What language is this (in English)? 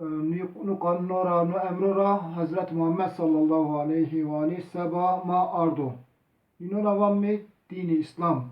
Zaza